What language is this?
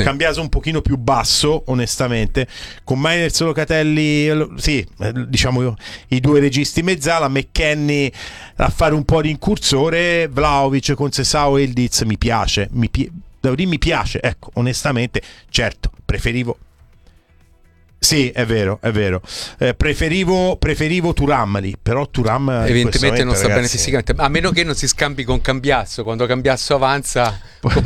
Italian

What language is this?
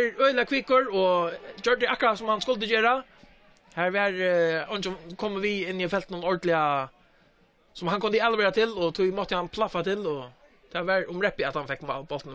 Faroese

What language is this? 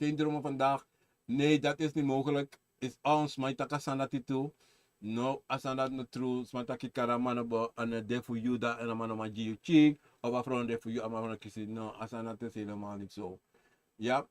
Sranan Tongo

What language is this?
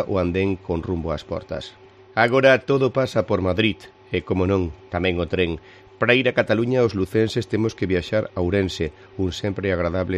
Galician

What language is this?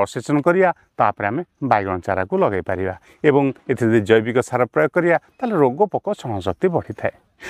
Odia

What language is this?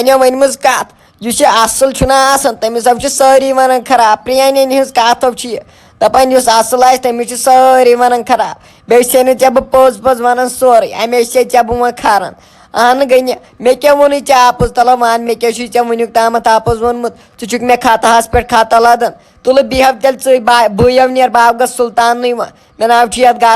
Kashmiri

